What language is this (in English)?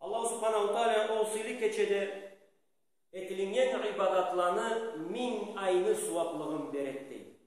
Karachay-Balkar